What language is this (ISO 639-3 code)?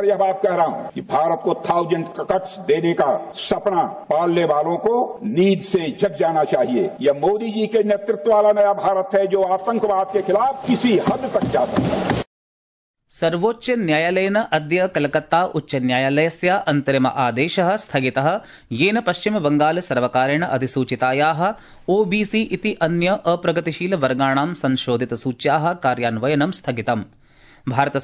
san